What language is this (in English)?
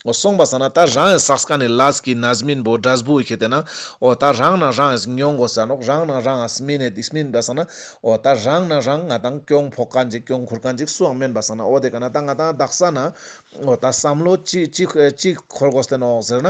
Ladakhi